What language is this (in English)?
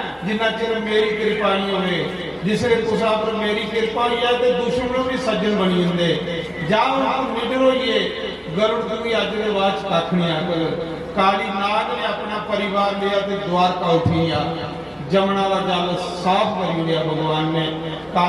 Dogri